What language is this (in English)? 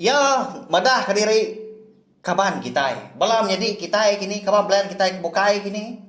Iban